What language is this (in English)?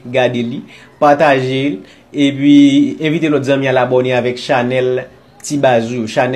Haitian Creole